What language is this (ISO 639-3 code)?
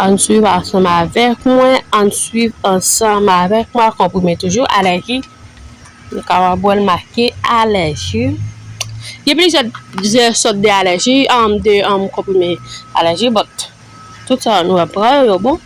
hat